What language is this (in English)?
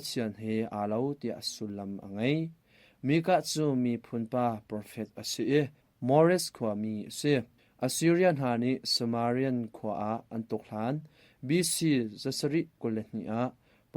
Hakha Chin